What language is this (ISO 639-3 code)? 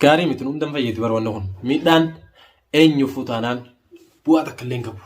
orm